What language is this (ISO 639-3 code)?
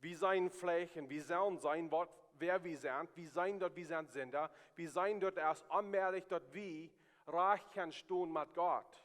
pdt